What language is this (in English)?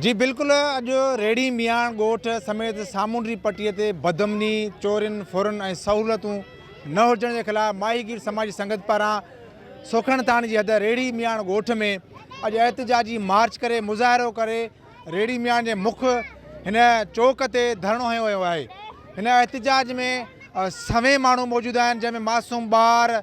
Sindhi